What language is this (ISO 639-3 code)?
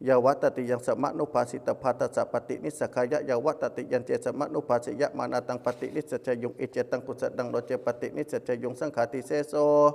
pli